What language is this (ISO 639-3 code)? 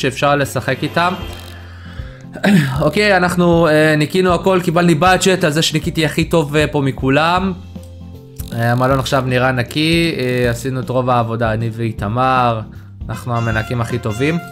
heb